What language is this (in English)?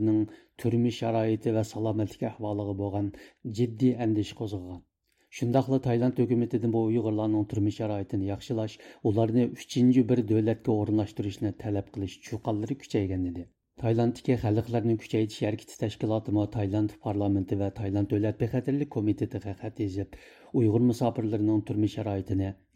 Uyghur